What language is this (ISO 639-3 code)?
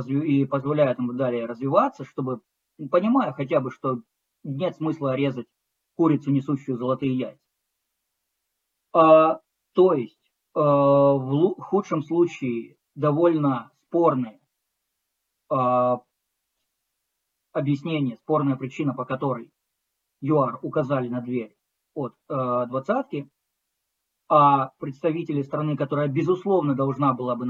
rus